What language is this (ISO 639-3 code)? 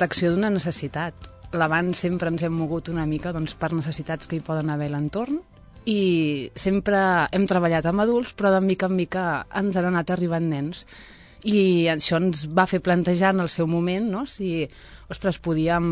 cat